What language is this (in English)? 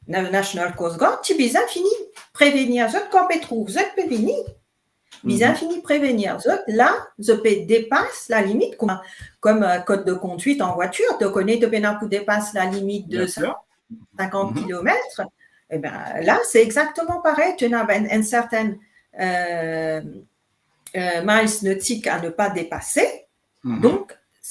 Morisyen